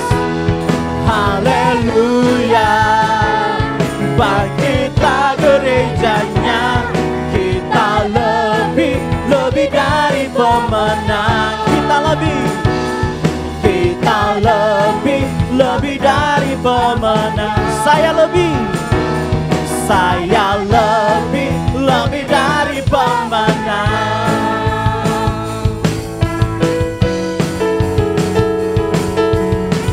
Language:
Indonesian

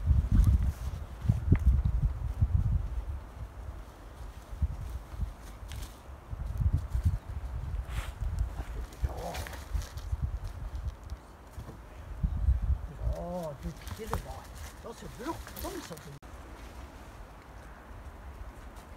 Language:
Swedish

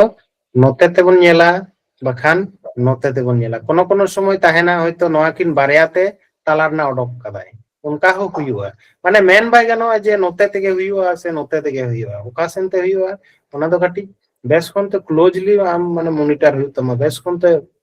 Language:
Santali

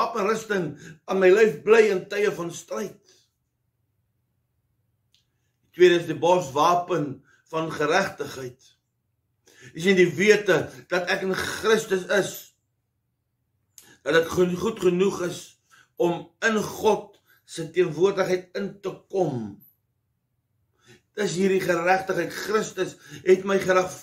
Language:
Afrikaans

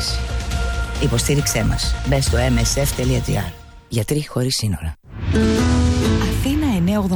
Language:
Greek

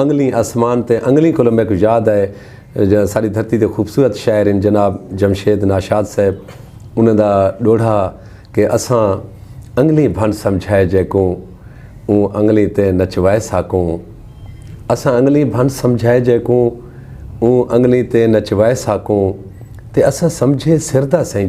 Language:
Saraiki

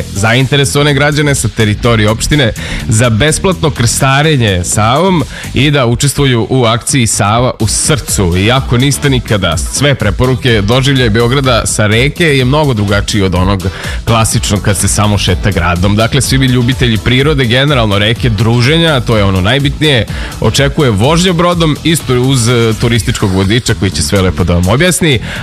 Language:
Serbian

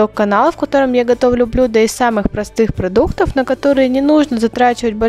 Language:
Russian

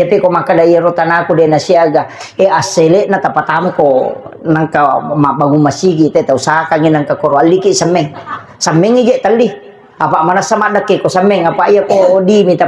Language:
Buginese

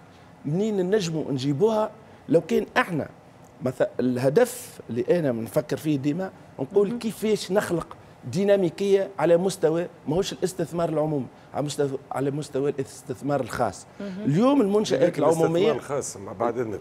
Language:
Tunisian Arabic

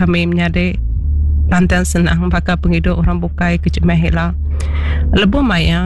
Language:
Iban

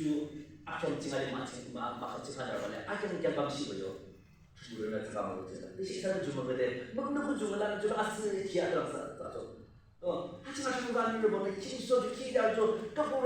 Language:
Yimchungru Naga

